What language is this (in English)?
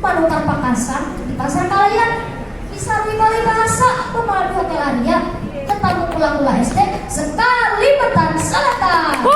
Banjar